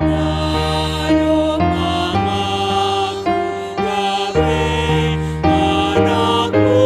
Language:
Batak Simalungun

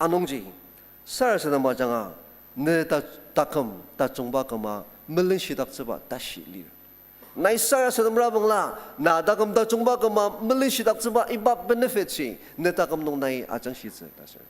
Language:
Ao Naga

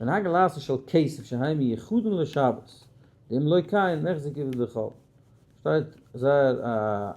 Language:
Yiddish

